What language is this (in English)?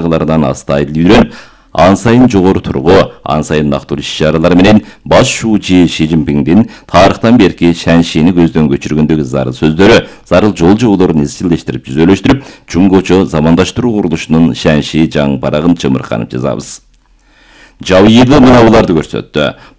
Kyrgyz